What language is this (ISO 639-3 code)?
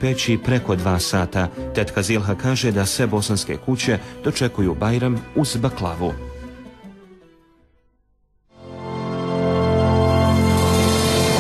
bos